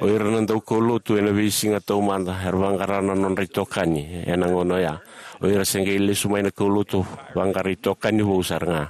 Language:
Fijian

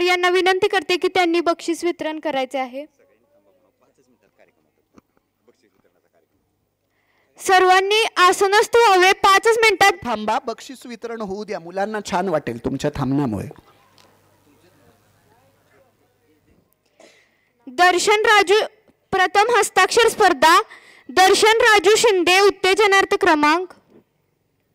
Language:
Marathi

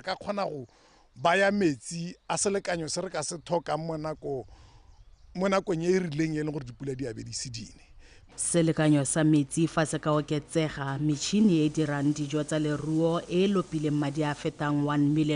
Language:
Tswana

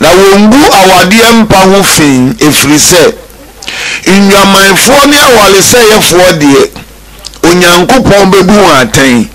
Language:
Akan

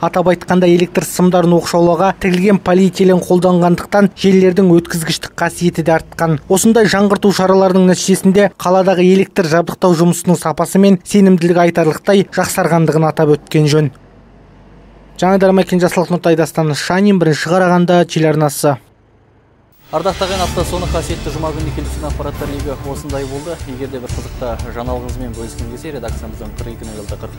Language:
Kazakh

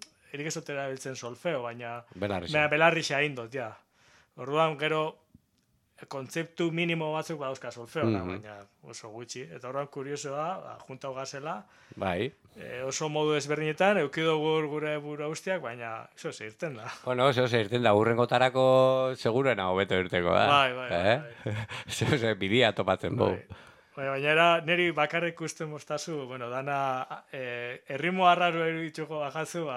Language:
Basque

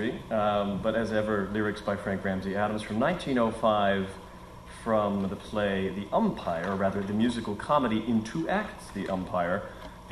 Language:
English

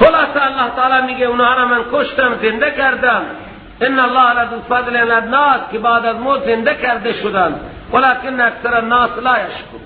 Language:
Persian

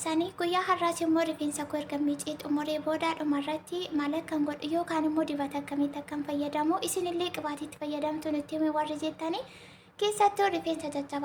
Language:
Oromo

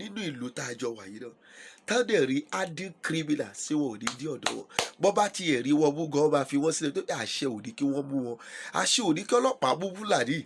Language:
Yoruba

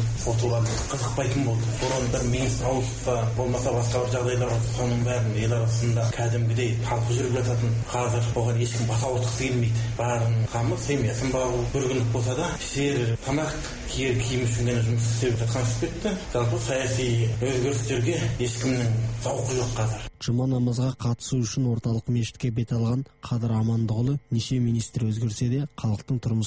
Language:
Kazakh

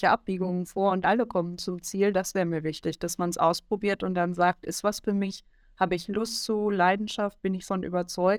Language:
German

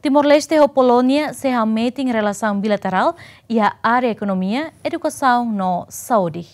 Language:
Tetum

